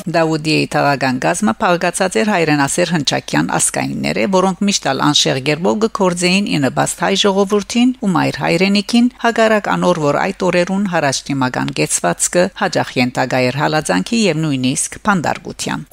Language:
Western Armenian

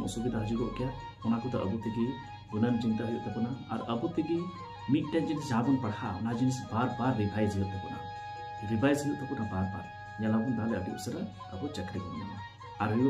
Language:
Santali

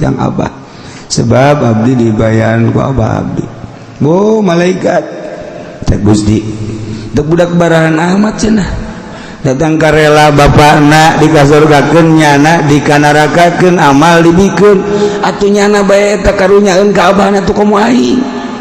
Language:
Sundanese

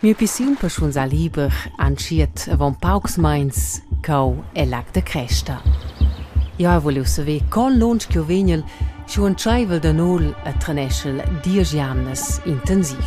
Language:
Romansh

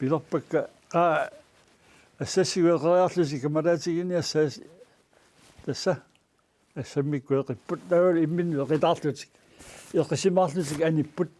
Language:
Kalaallisut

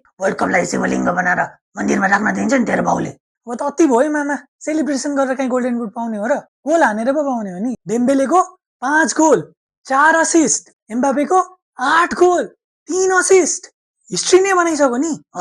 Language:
Nepali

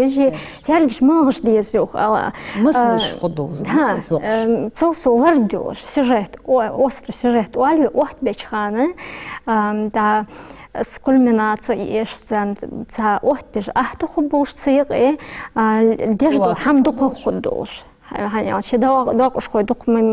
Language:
Ingush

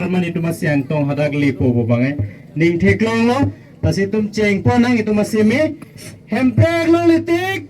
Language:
Karbi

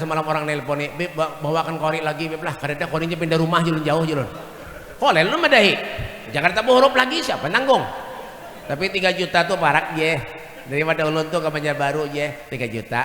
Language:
Banjar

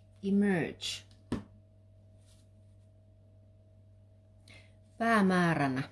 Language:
Finnish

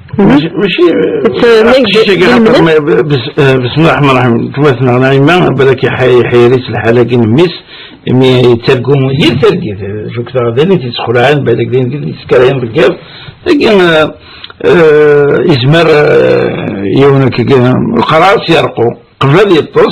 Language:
Kabyle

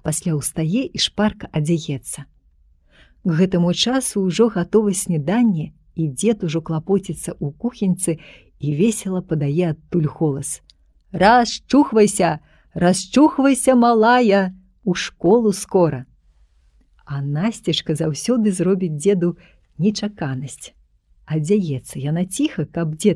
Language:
Belarusian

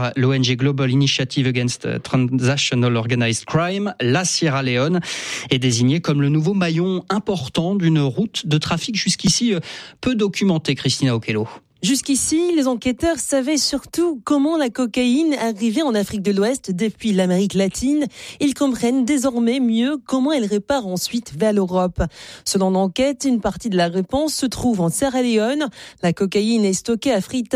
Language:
French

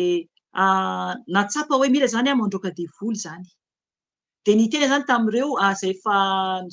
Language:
Malagasy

